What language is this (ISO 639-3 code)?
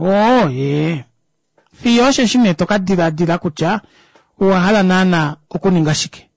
kua